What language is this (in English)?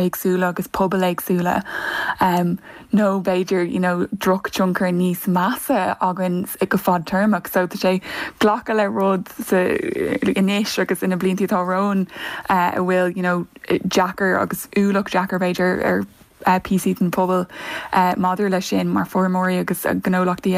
Irish